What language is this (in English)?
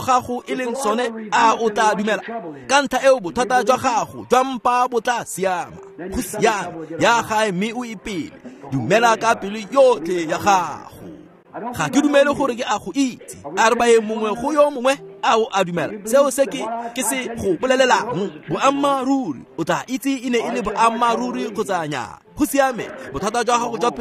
Tswana